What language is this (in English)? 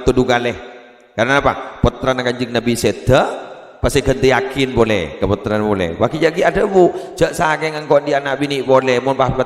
Madurese